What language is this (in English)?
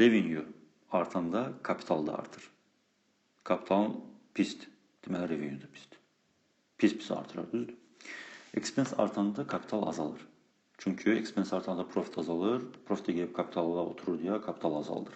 Azerbaijani